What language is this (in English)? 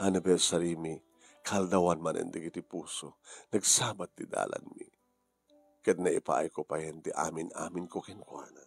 Iloko